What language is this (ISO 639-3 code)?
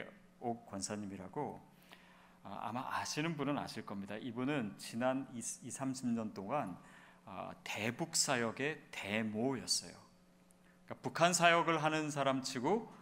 kor